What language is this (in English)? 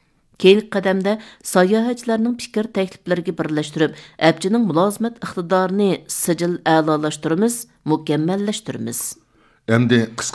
Uyghur